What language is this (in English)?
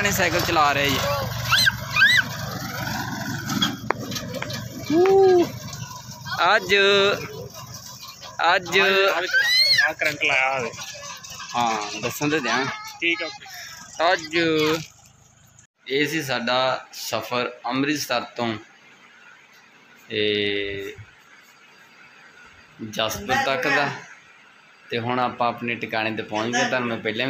Punjabi